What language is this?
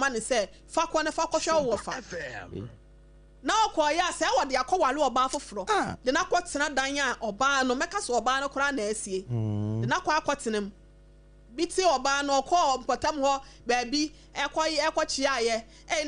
Akan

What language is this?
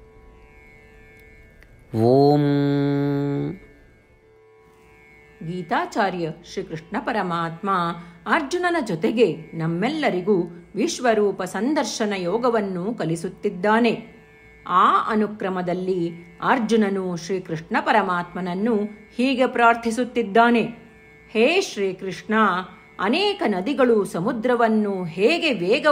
Kannada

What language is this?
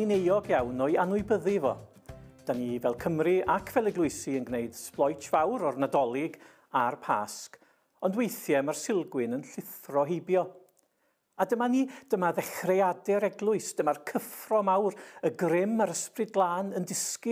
Welsh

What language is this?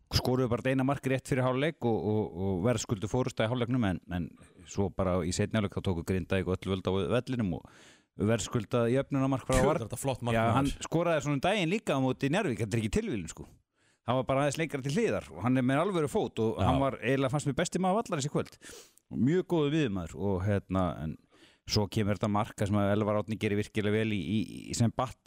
Icelandic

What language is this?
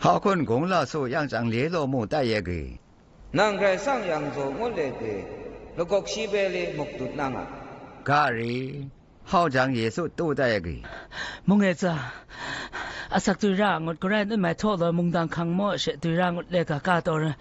Zaiwa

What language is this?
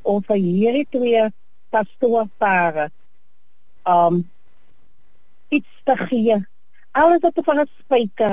Afrikaans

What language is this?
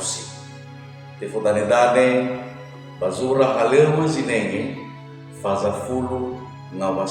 Nias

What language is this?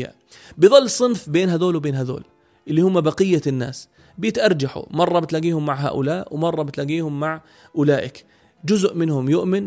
North Levantine Arabic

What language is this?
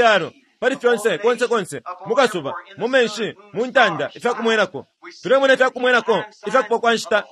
Bemba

